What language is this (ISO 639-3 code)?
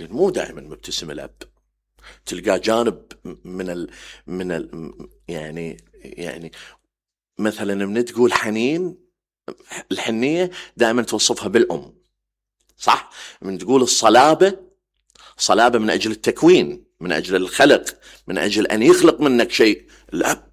acm